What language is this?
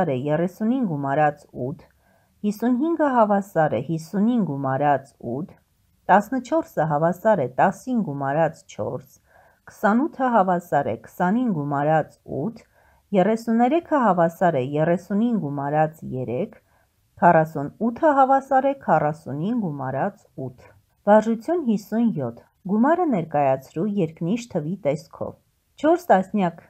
Armenian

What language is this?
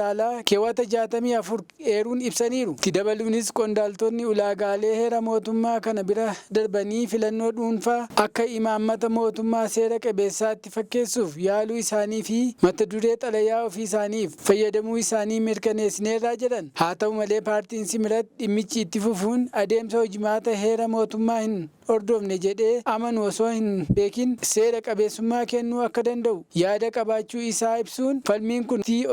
Oromo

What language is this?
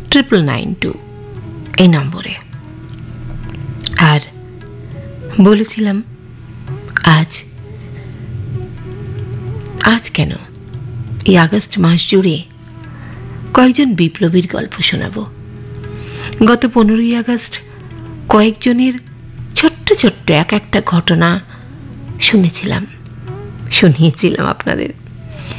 Bangla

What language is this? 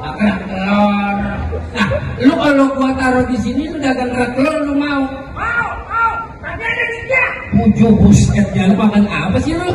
Betawi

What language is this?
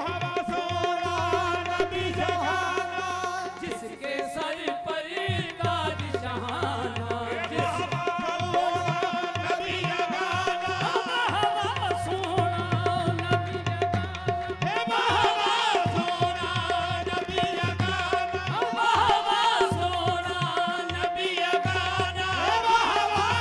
Hindi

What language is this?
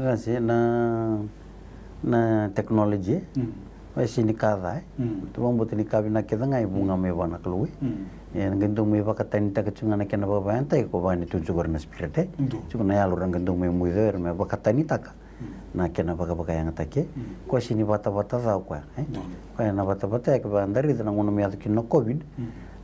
Fijian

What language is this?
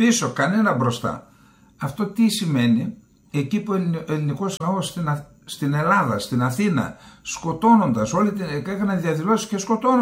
Greek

